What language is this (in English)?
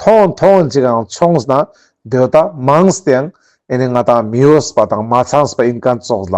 Ladakhi